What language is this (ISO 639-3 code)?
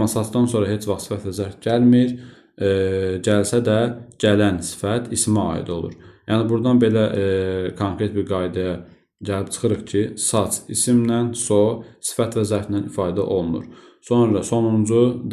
aze